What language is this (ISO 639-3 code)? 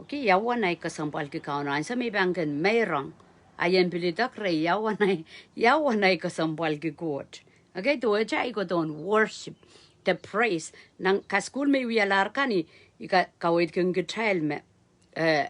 pon